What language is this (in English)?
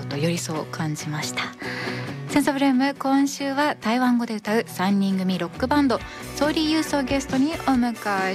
Japanese